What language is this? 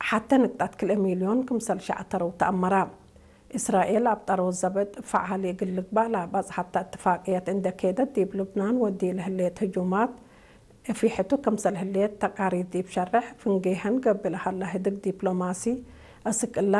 Tigre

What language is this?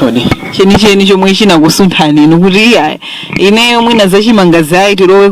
Nyanja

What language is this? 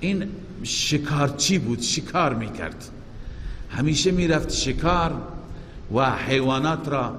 Persian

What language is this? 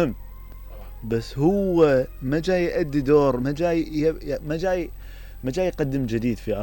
Mesopotamian Arabic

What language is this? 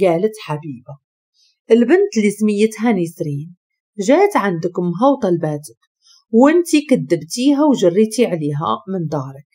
Moroccan Arabic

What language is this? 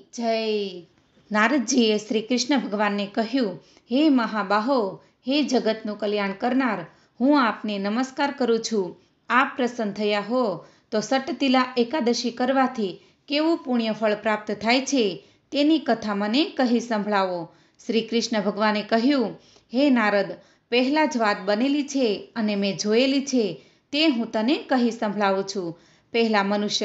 Gujarati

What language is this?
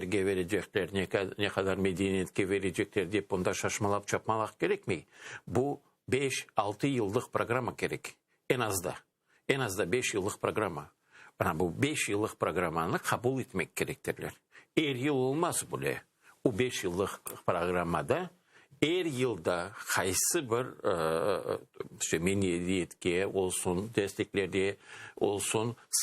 Crimean Tatar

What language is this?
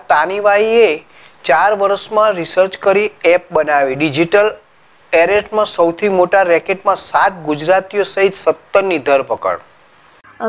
Gujarati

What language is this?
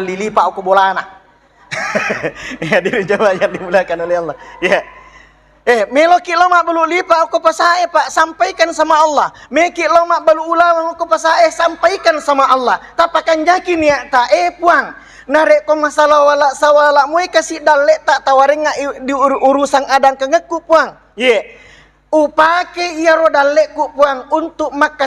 Buginese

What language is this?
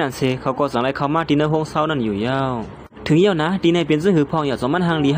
Shan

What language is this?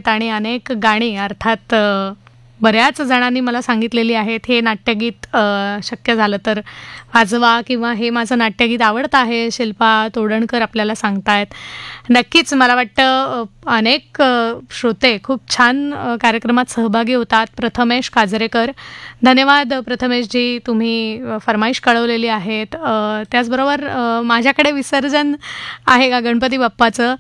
Marathi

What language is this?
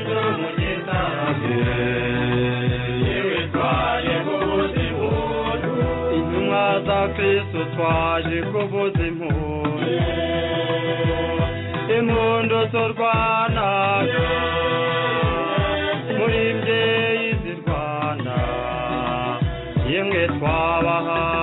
Kinyarwanda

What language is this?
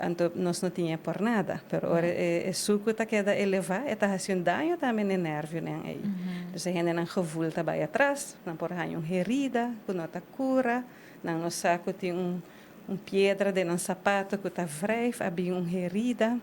Papiamento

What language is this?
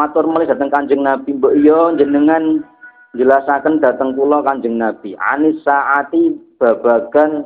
Javanese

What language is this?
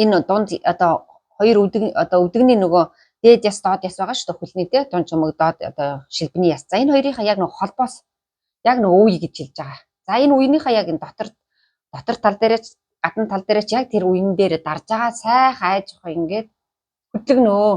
Mongolian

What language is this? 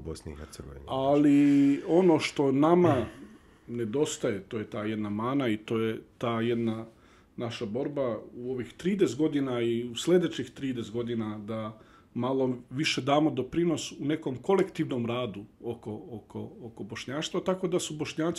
Bosnian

